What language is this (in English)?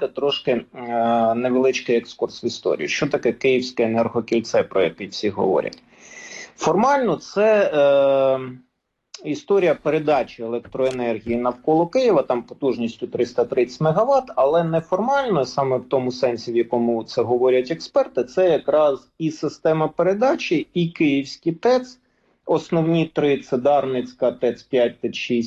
Ukrainian